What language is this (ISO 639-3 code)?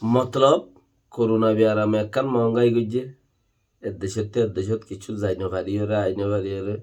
rhg